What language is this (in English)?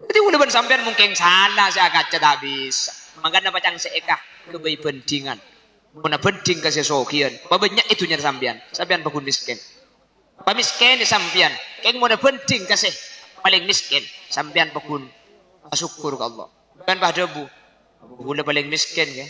Madurese